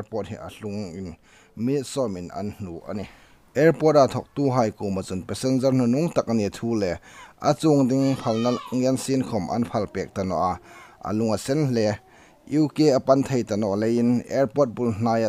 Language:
Hmar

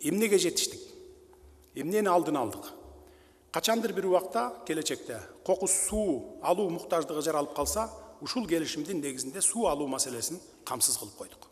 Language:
Kyrgyz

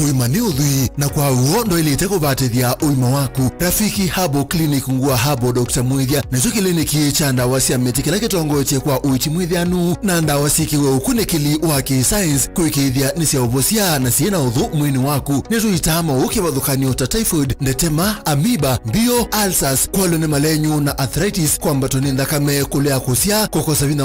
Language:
Kamba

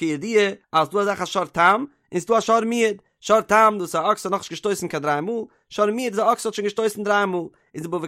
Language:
Yiddish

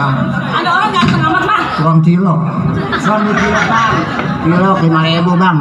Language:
Betawi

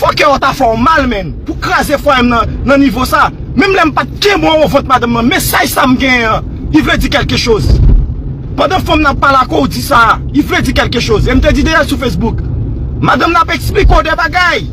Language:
Haitian Creole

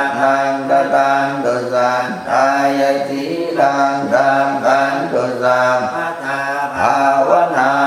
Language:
Pali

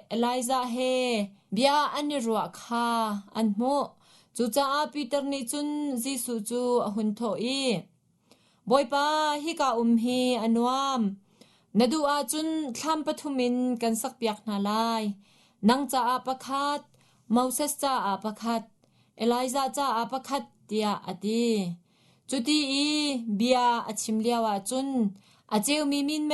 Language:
Hakha Chin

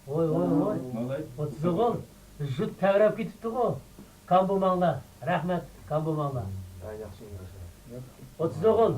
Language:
Uyghur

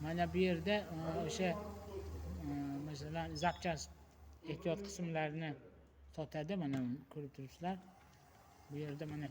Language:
Uzbek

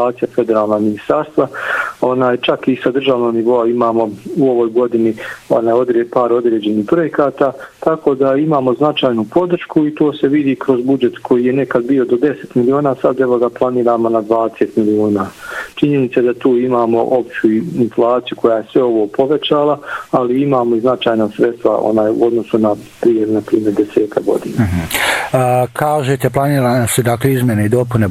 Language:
Bosnian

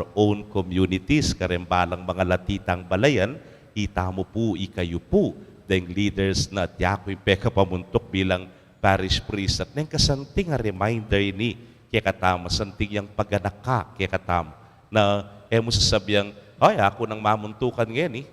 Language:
Pampanga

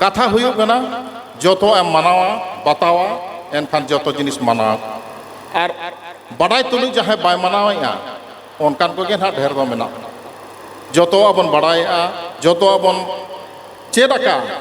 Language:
Santali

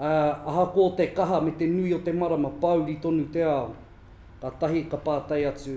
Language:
Māori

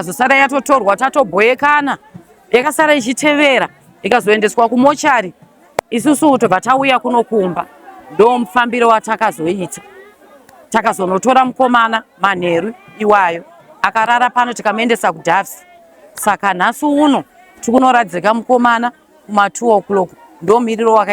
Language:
Shona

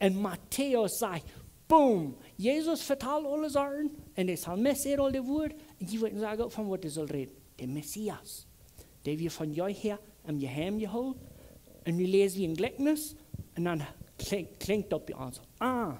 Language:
Plautdietsch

